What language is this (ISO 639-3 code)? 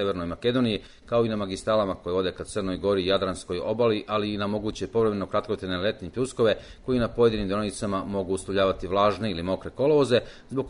srp